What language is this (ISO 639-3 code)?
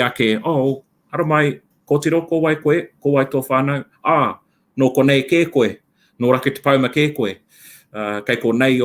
mri